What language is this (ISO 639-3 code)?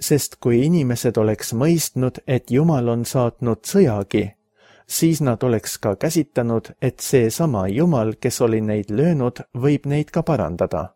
est